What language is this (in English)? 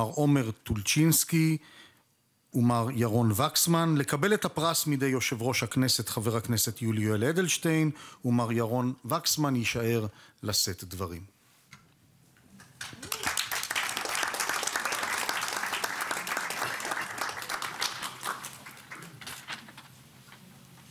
Hebrew